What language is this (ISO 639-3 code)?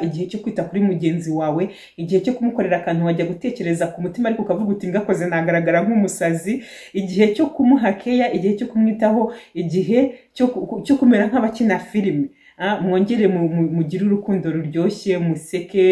kin